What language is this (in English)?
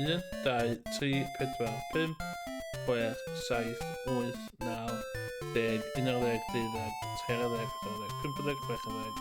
Welsh